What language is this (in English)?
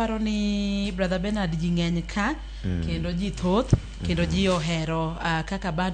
Luo (Kenya and Tanzania)